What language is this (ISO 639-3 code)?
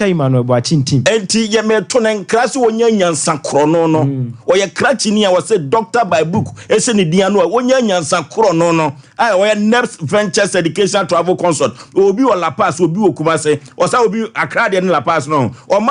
aka